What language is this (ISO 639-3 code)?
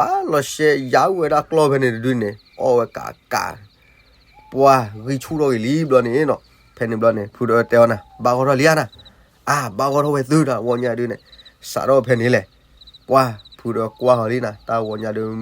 ksw